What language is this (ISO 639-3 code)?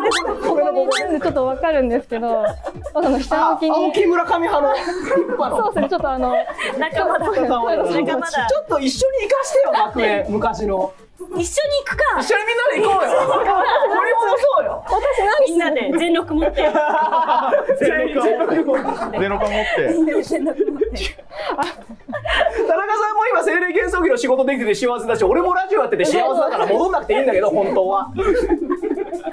jpn